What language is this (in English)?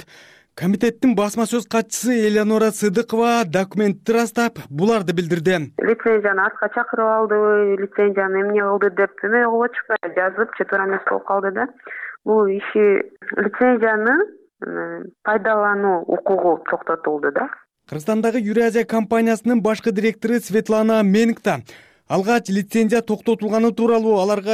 Kyrgyz